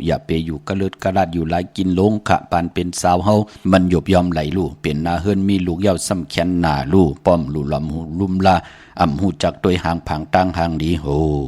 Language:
Shan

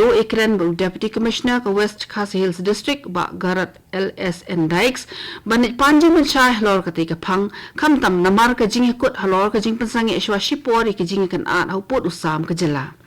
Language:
Khasi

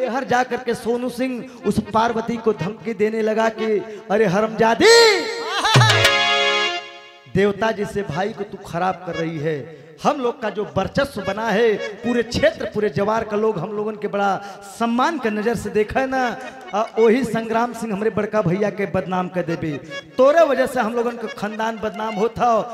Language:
Bhojpuri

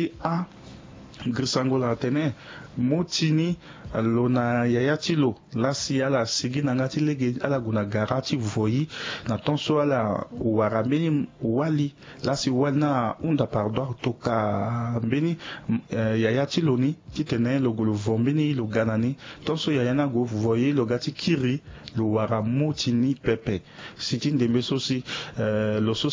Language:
Sango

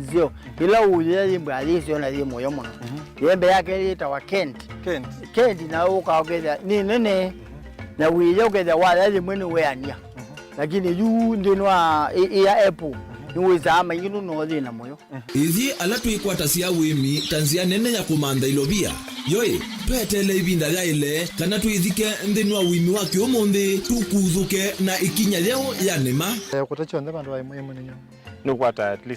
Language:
Kamba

